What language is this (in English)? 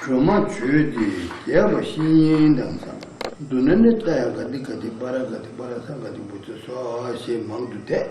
Tibetan